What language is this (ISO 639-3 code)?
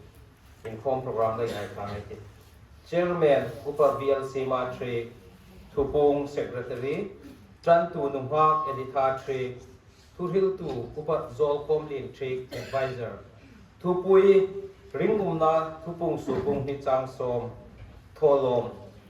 hmr